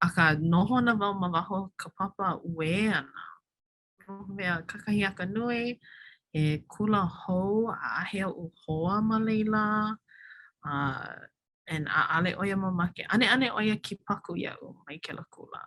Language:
Hawaiian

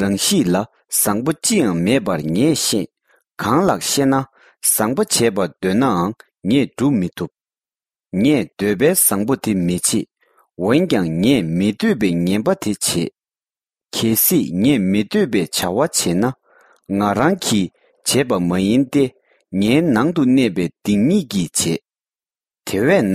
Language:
Tibetan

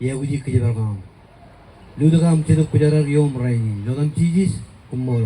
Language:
Marshallese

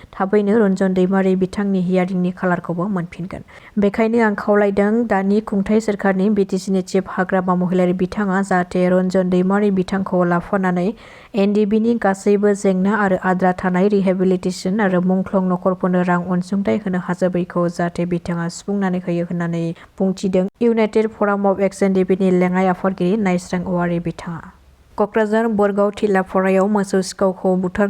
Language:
Bodo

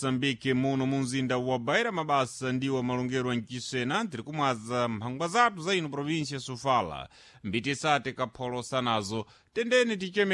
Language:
Sena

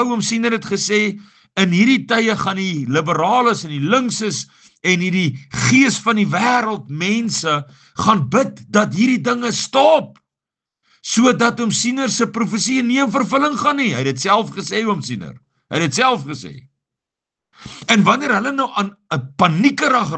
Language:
Afrikaans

